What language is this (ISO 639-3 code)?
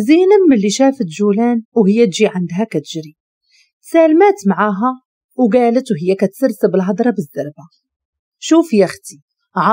ary